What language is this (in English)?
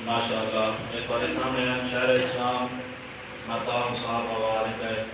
Saraiki